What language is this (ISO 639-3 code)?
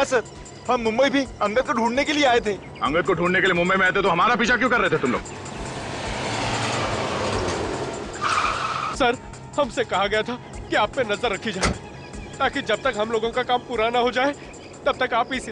hin